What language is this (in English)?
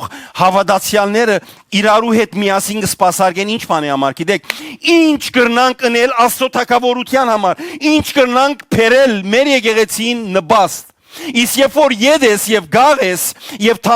Western Armenian